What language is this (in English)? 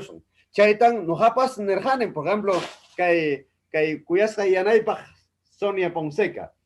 Ayacucho Quechua